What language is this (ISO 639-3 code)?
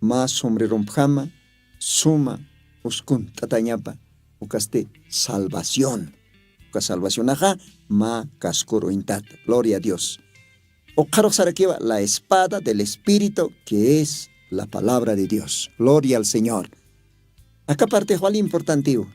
aym